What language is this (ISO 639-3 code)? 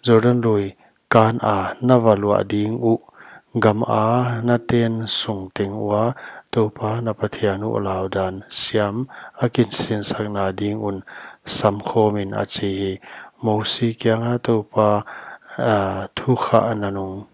pck